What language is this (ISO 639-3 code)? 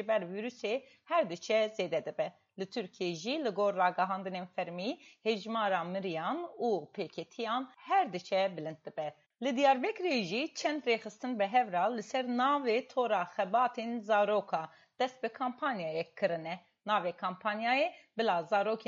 kur